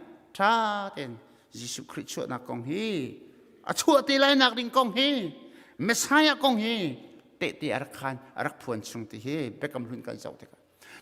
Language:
Hakha Chin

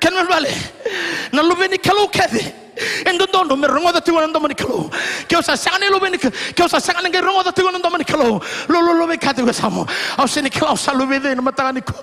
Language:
Fijian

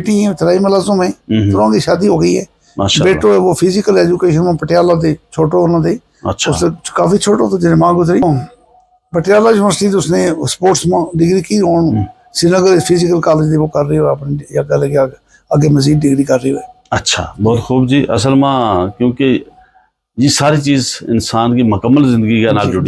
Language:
Gujari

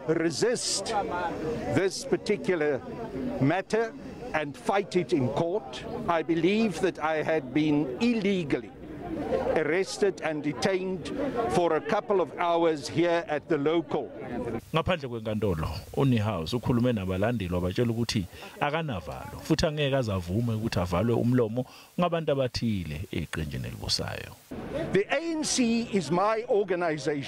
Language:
Zulu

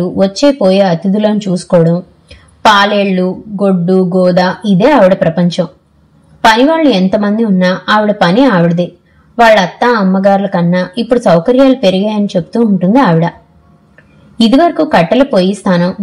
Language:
Telugu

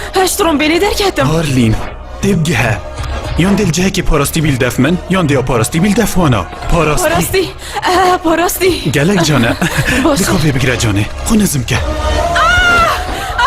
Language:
Kurdish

